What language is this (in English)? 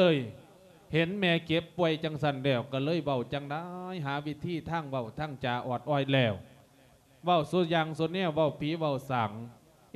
Lao